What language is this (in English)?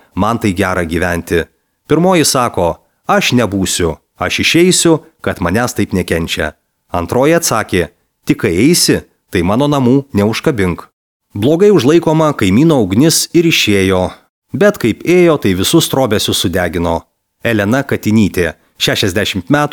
Lithuanian